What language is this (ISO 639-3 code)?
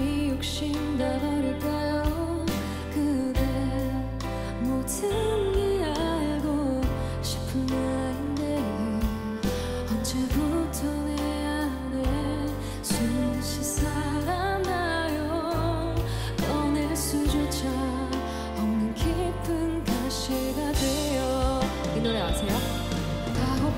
kor